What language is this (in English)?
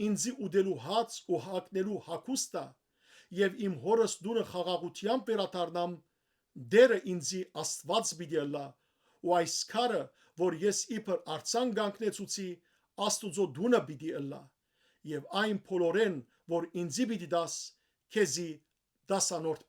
Western Armenian